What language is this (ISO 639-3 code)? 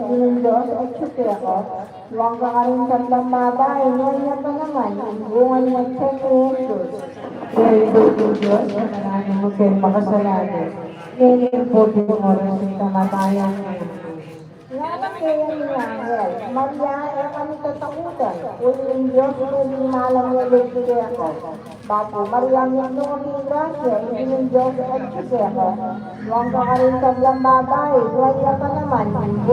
pam